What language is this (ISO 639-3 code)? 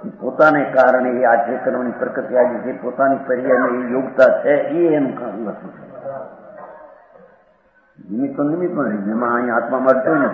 guj